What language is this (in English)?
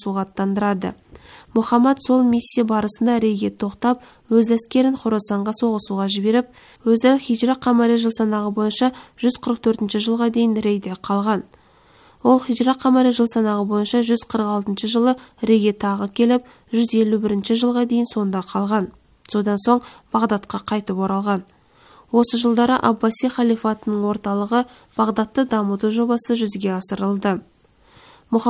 Kazakh